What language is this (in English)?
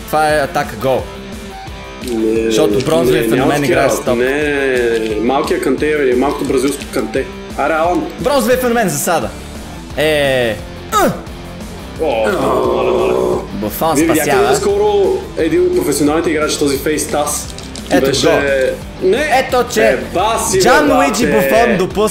Bulgarian